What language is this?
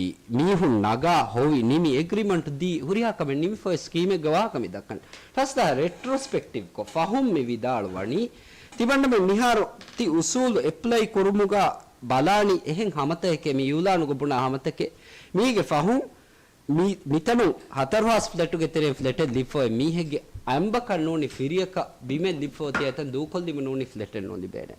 Divehi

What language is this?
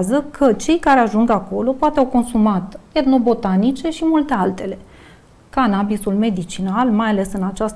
Romanian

